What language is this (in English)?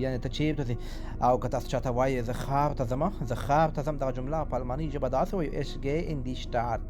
Pashto